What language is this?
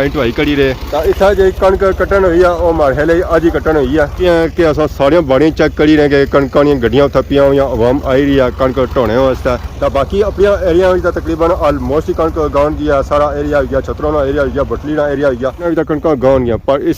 Pahari-Potwari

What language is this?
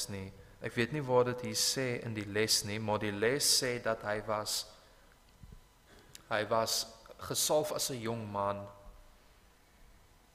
Afrikaans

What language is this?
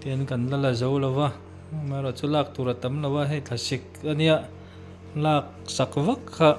Mizo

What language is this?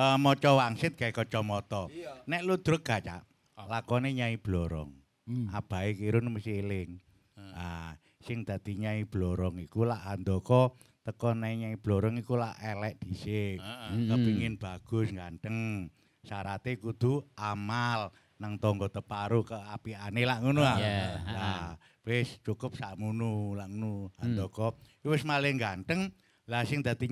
Javanese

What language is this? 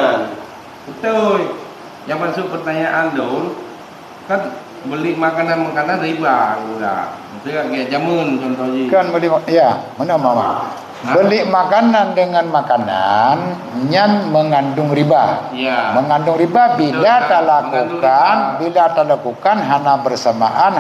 Achinese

